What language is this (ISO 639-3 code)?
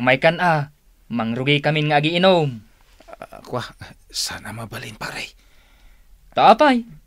ilo